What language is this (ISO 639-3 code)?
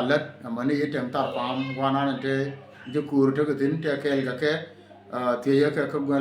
nus